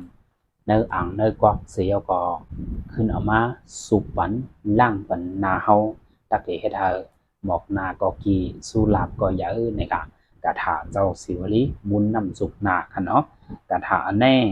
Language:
Shan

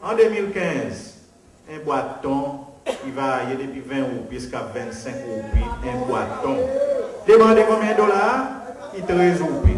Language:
Seselwa Creole French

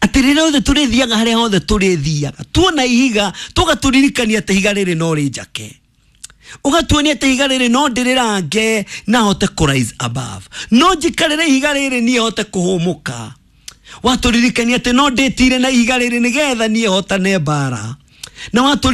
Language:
Kikuyu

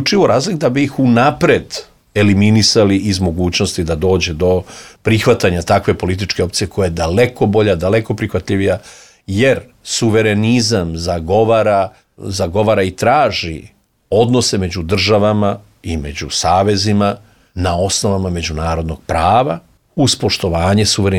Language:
Serbian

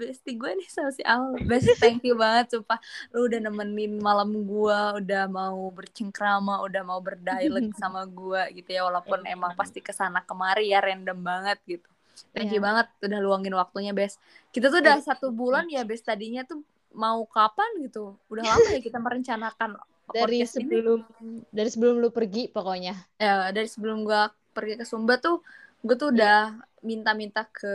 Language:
Indonesian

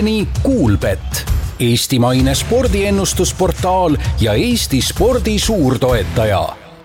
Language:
Estonian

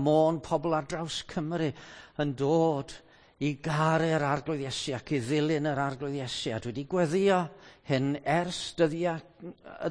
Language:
Welsh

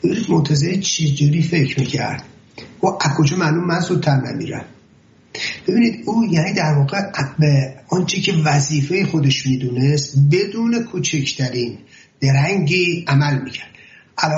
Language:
Persian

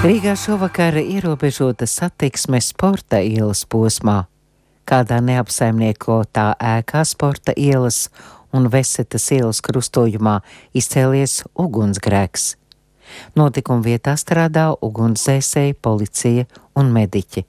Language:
Latvian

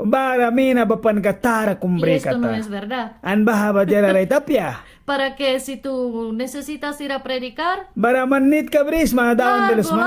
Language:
Mískito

